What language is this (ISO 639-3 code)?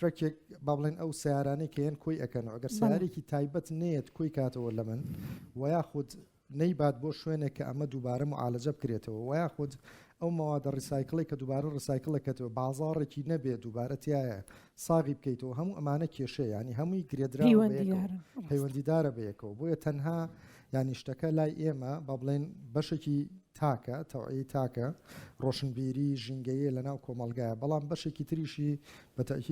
ckb